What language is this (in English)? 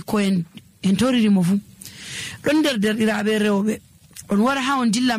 Nigerian Fulfulde